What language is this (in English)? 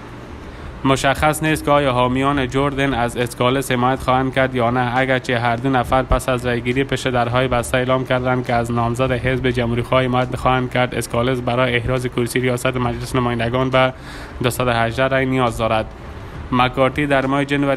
Persian